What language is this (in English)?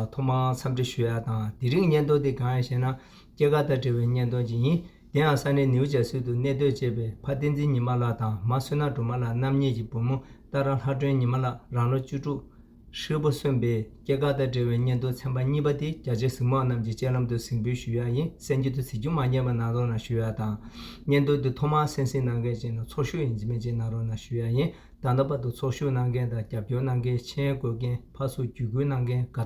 Tibetan